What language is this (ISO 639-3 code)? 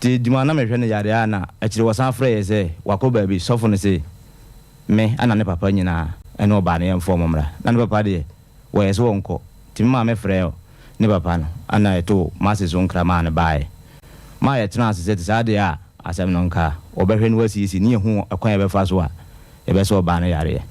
aka